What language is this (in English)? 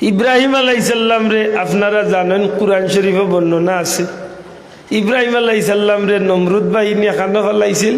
Sylheti